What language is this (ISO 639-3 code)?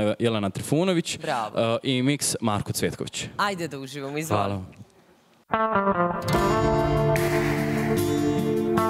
srp